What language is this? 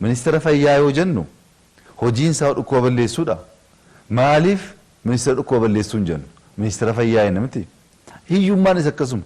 Oromo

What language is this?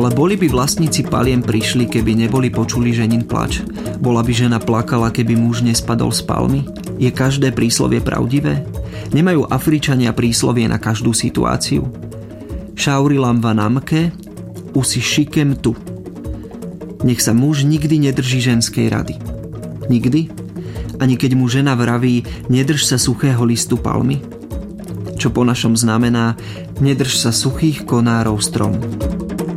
Slovak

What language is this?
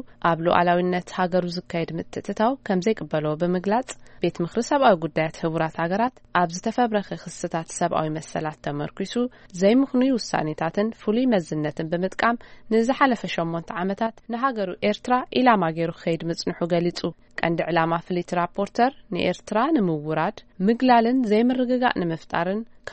Tigrinya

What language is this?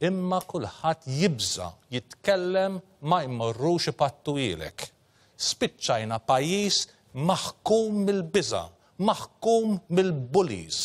Maltese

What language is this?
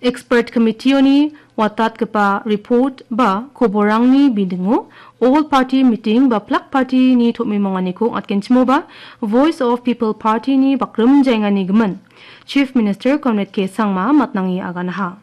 Garo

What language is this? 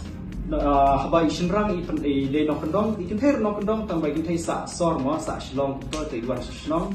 Khasi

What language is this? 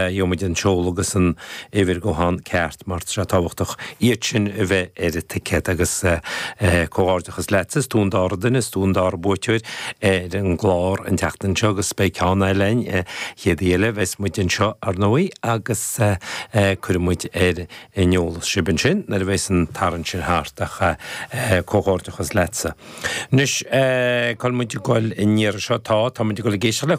Irish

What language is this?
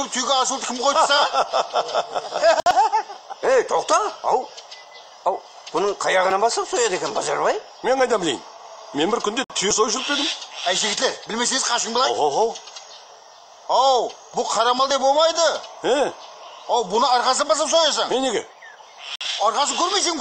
Kazakh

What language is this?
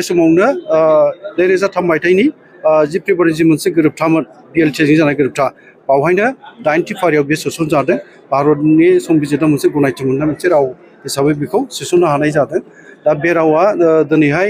Bodo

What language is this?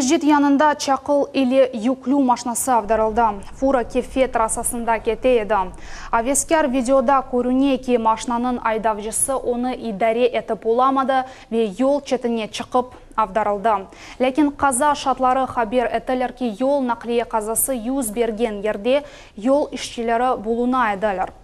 Crimean Tatar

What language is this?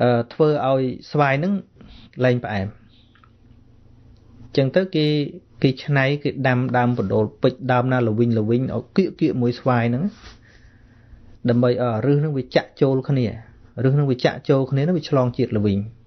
Khmer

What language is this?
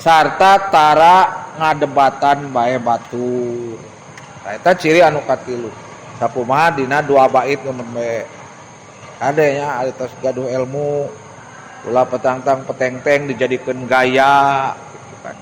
Sundanese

